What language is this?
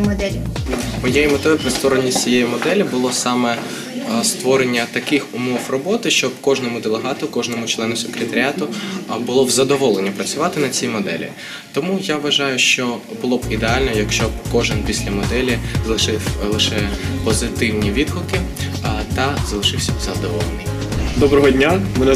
Ukrainian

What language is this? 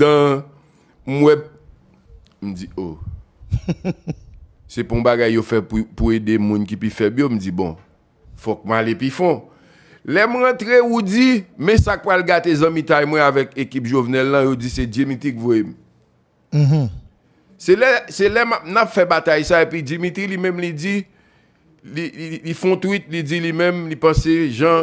Haitian Creole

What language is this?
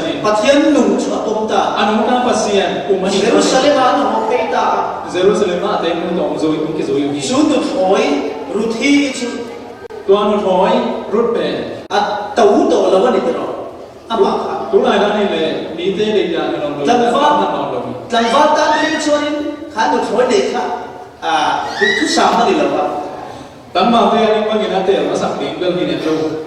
Falam Chin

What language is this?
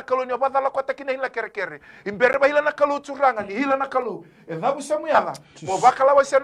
Fijian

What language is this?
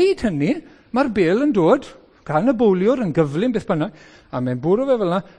Welsh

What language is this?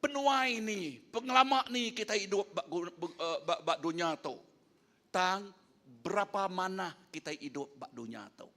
Iban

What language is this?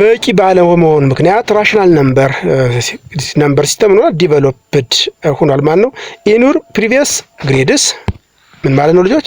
Amharic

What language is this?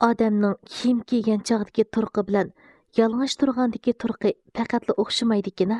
Uyghur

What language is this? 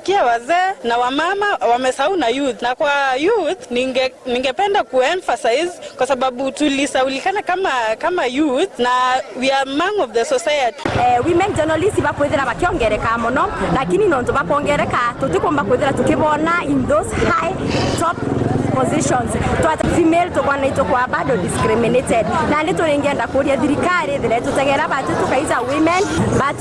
Meru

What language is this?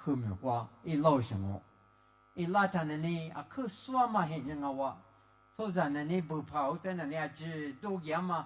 Lisu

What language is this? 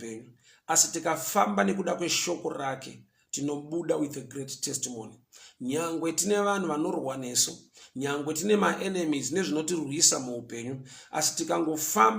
Shona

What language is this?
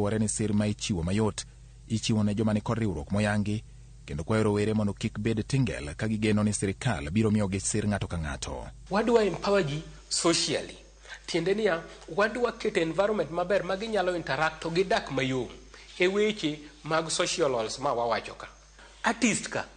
Luo (Kenya and Tanzania)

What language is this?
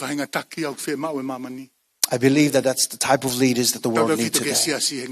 Tongan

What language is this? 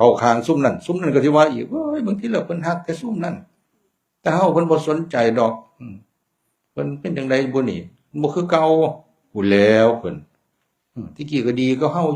Northeastern Thai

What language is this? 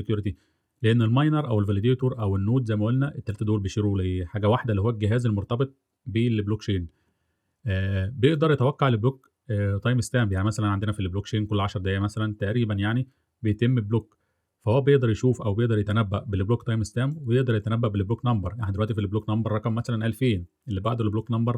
Egyptian Arabic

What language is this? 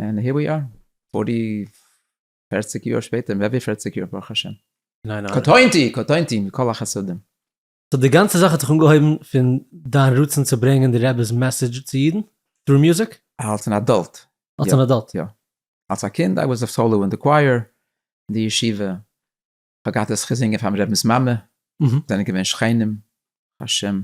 Yiddish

